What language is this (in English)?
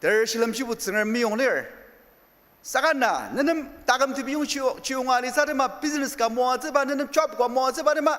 Ao Naga